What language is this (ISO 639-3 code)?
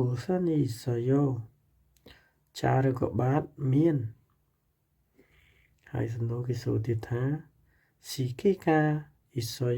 khm